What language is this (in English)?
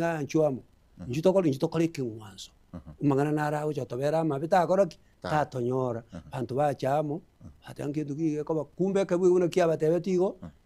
Gusii